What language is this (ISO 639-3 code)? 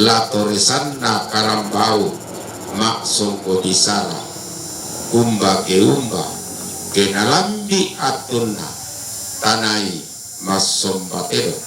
sda